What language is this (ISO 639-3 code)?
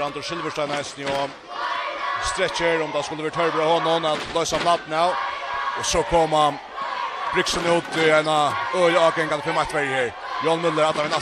fao